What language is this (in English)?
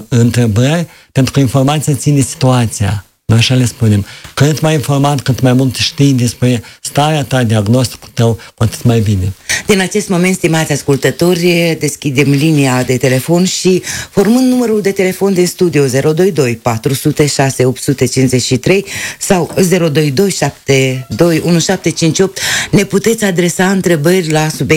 Romanian